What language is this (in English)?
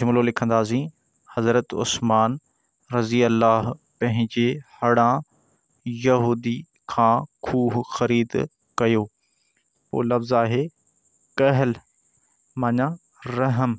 Sindhi